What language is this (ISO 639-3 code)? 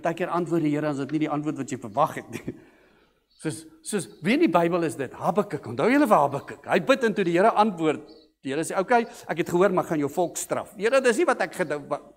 afr